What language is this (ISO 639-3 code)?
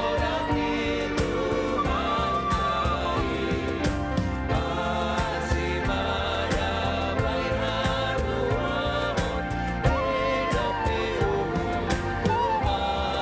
bts